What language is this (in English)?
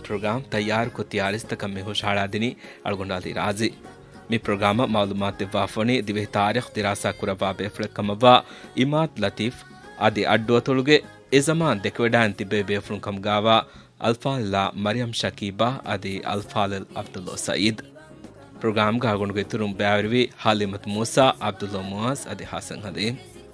Divehi